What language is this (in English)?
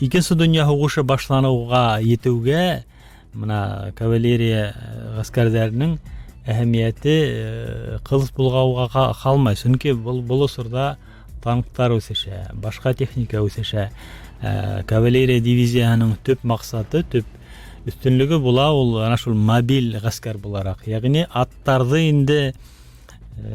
Bashkir